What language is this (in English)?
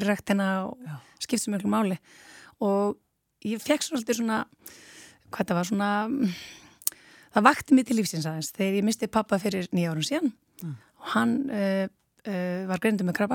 Icelandic